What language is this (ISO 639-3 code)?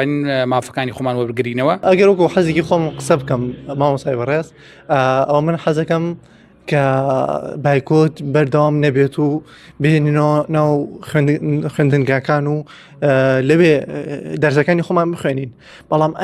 ckb